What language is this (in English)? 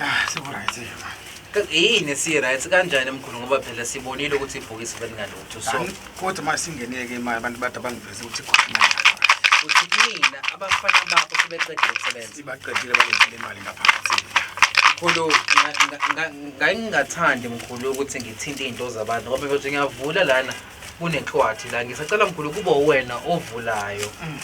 Zulu